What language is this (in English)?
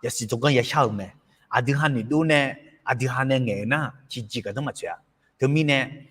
Akha